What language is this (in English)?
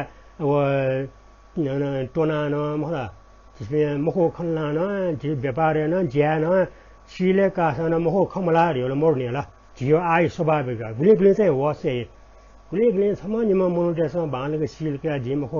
Newari